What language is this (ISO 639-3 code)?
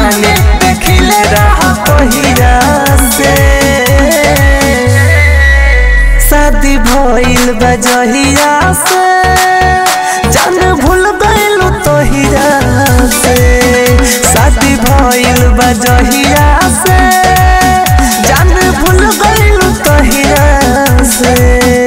bho